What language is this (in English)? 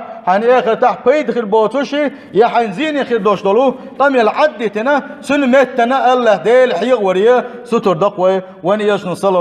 Chechen